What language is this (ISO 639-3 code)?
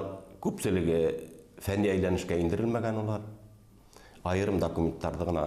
bak